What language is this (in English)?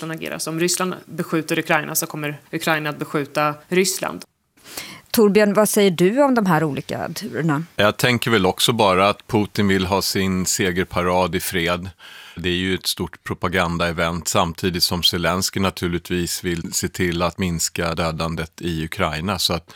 Swedish